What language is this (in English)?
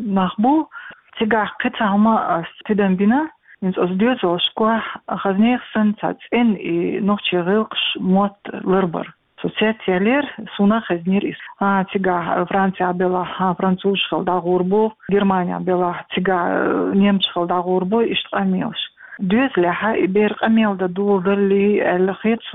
Chechen